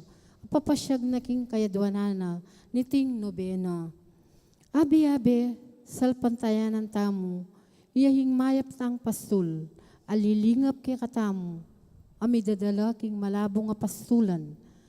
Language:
Pampanga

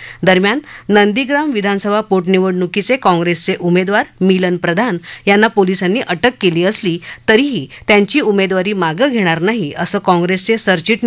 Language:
Marathi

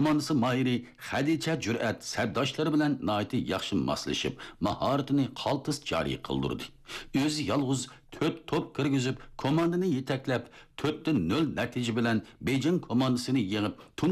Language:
Uyghur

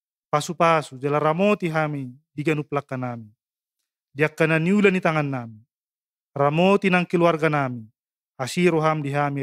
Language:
Batak Toba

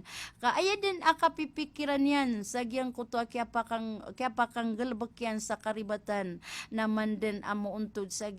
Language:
Maranao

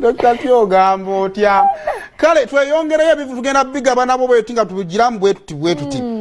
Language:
Ganda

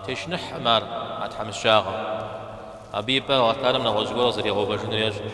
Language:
Kabardian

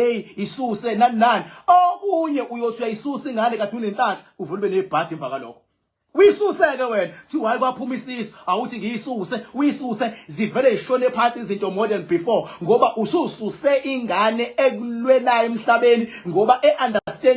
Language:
Zulu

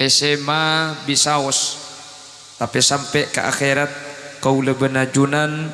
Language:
Madurese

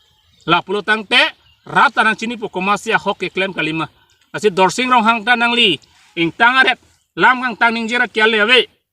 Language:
Karbi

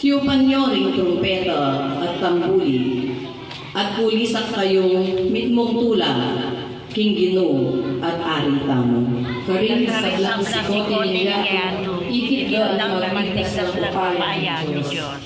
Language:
Pampanga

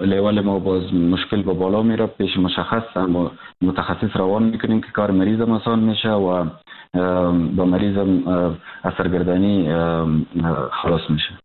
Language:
Persian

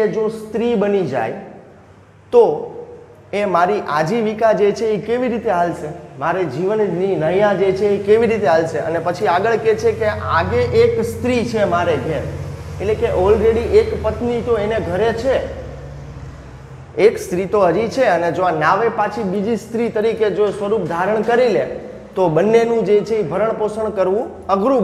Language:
Gujarati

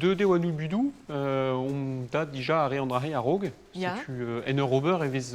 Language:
Breton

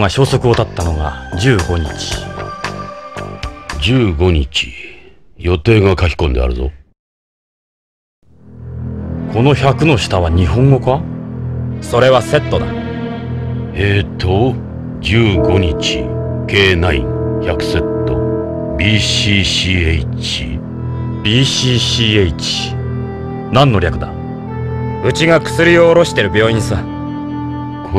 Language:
Japanese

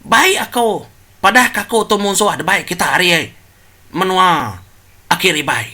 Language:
Iban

